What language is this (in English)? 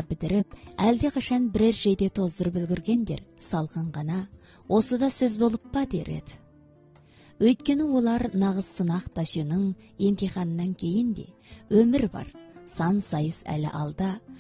Kazakh